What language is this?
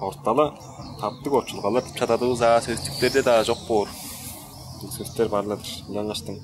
Tuvinian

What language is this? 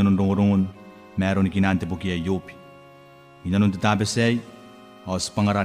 Gilbertese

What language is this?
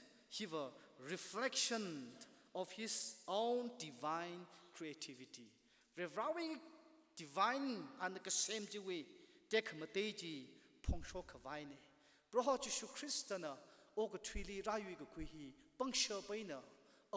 Tangkhul Naga (India)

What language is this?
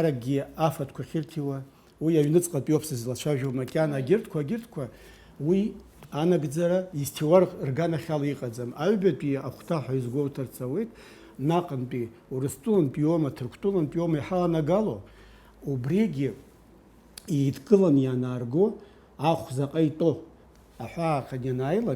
Abkhazian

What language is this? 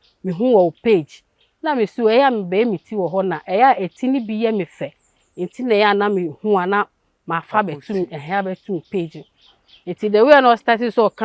Akan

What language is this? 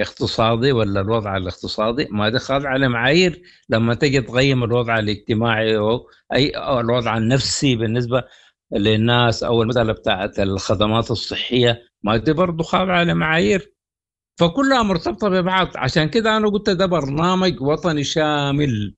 Sudanese Arabic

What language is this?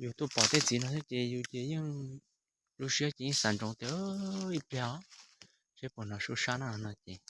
Hmong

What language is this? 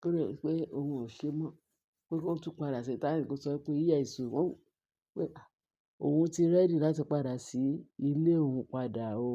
Yoruba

